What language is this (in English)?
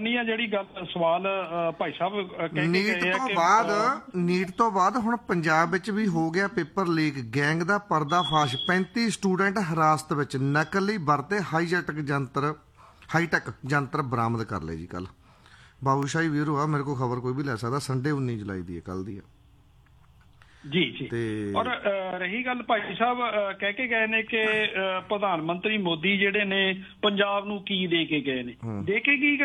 Punjabi